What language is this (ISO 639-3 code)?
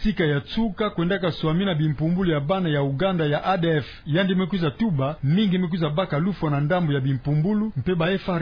ktu